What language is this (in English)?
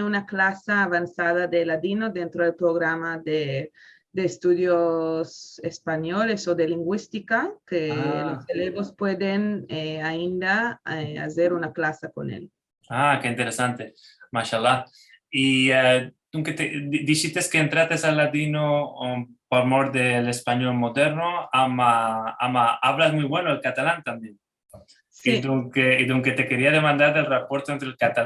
Ladino